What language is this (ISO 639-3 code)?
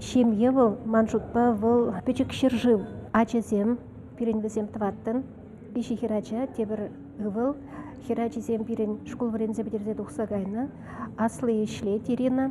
chv